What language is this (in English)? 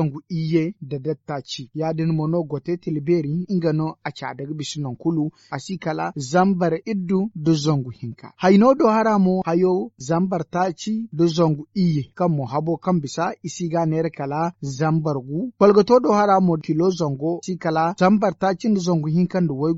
Zarma